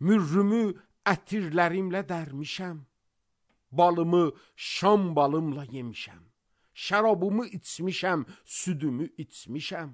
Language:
Azerbaijani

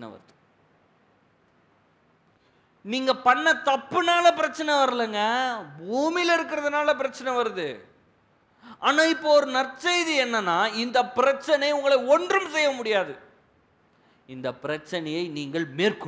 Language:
Tamil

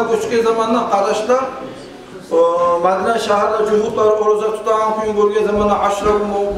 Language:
Kumyk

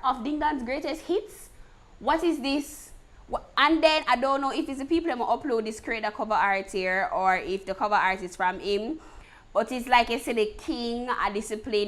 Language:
Jamaican Creole English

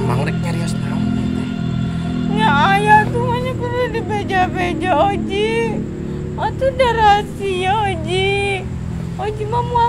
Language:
Sundanese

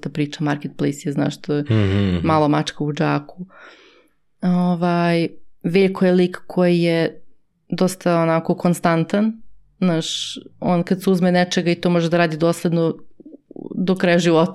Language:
Serbian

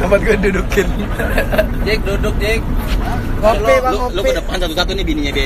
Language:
Betawi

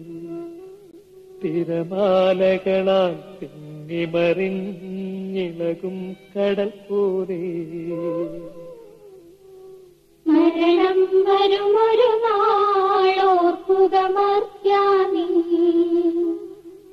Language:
Malayalam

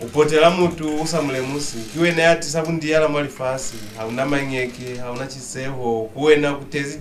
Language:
Lozi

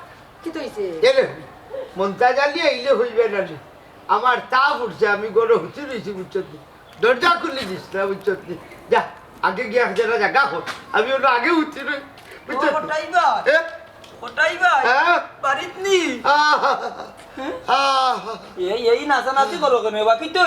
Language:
Sylheti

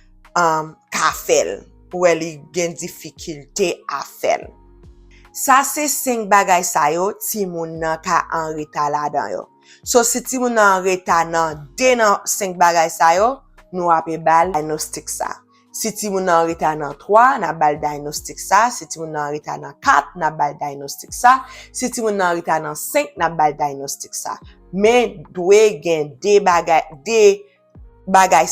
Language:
Haitian Creole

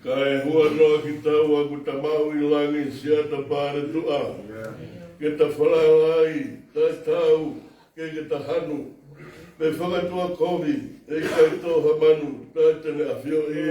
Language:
Tongan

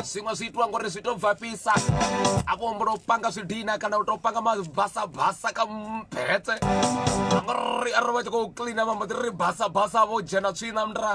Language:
Venda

